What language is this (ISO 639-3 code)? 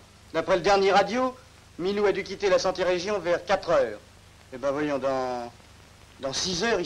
fra